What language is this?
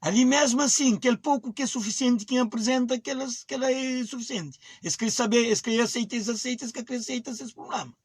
Kabuverdianu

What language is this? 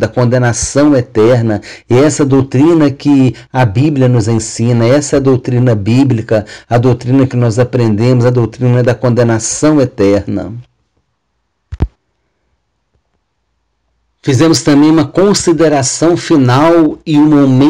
Portuguese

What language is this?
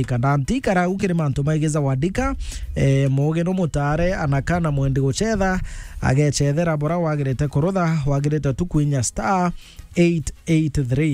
Meru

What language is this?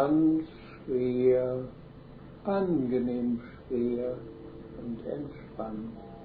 German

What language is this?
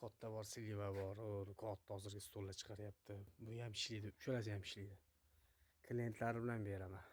Uzbek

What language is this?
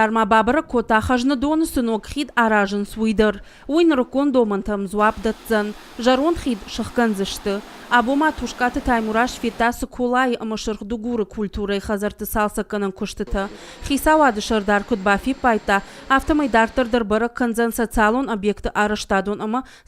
Ossetic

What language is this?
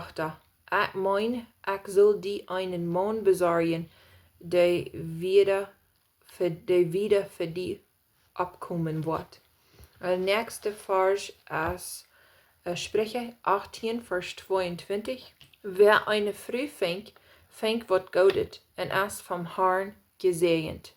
Plautdietsch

